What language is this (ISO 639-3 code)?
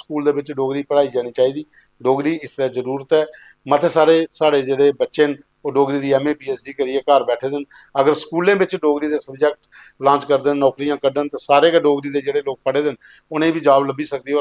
doi